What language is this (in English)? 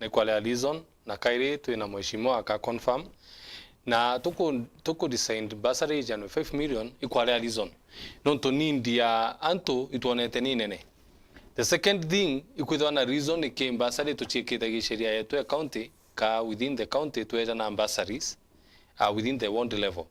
Meru